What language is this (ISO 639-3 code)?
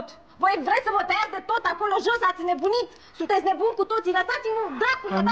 ron